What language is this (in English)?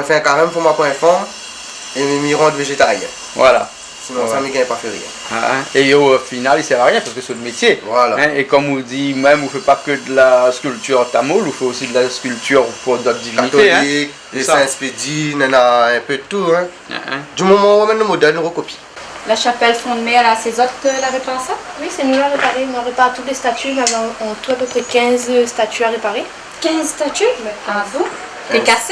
Réunion Creole French